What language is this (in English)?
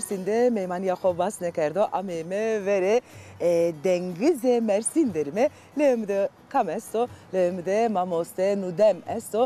Zaza